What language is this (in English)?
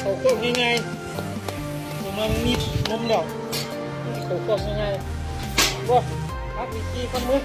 Northeastern Thai